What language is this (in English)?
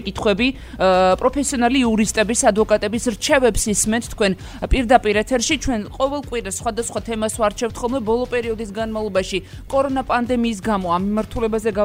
Georgian